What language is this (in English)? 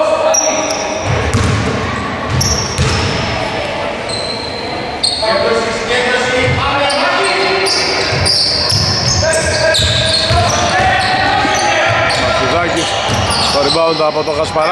Greek